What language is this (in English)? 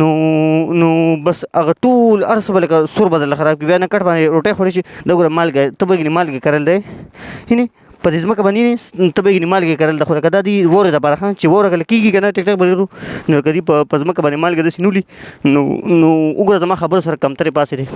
Pashto